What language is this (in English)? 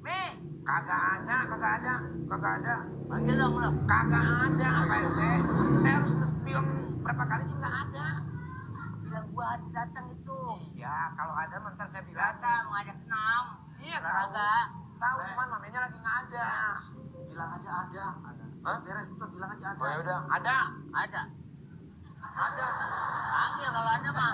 Betawi